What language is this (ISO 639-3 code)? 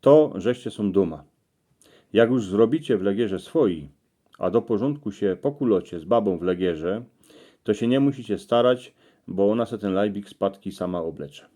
szl